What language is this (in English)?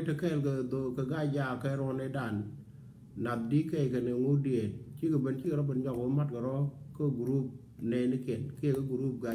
Nuer